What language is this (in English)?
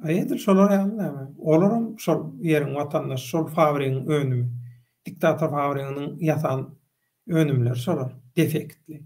Turkmen